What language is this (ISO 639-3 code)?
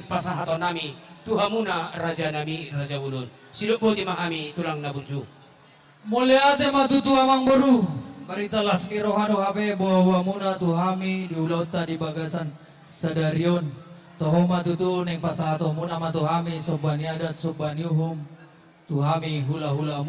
bbc